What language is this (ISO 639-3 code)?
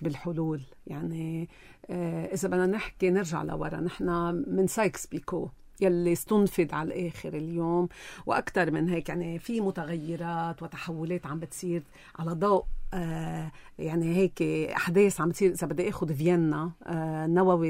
apc